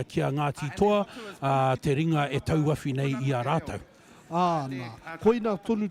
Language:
Māori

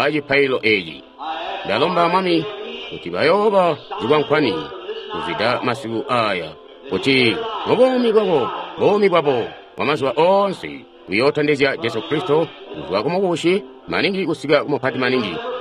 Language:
Tonga (Zambia)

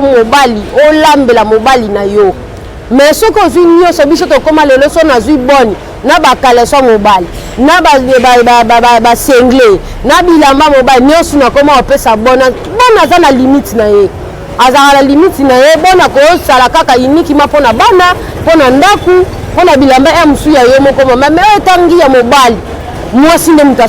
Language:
Lingala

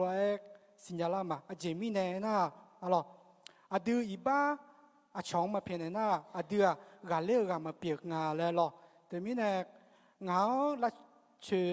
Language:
Akha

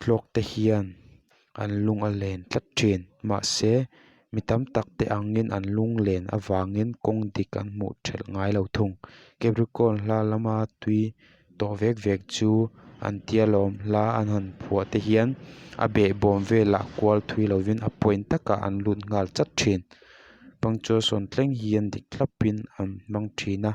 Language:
Mizo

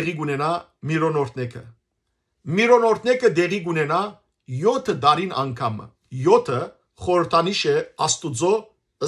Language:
Western Armenian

